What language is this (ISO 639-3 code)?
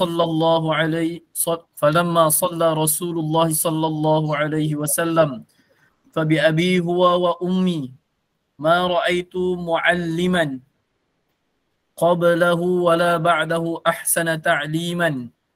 msa